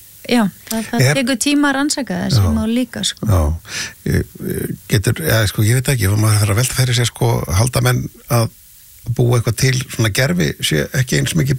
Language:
Icelandic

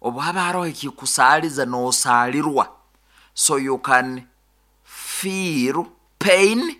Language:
Nyoro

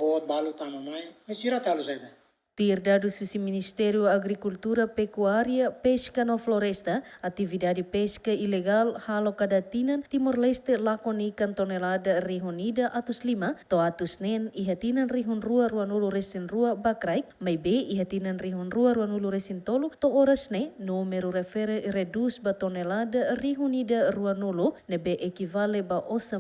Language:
Tetum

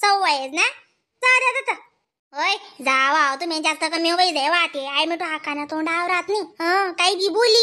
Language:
Khandesi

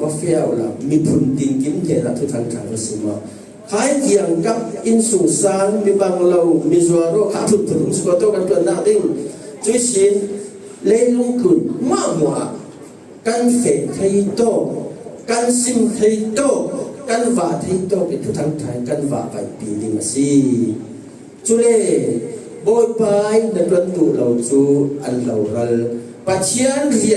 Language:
Falam Chin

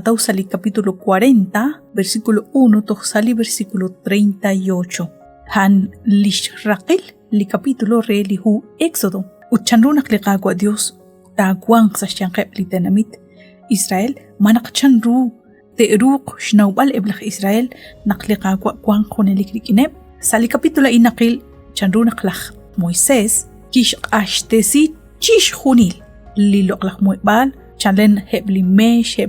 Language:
Kekchí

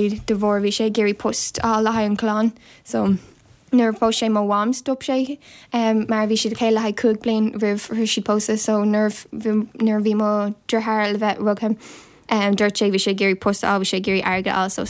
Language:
Irish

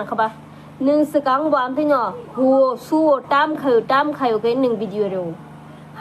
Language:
Kok Borok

